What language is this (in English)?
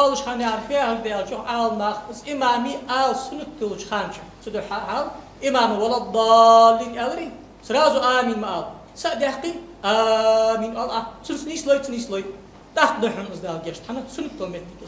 Ingush